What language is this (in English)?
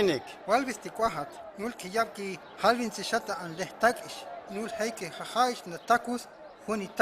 Huastec